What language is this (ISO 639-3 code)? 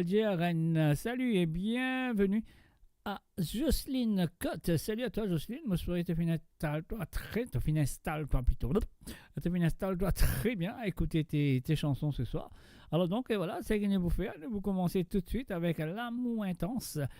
mfe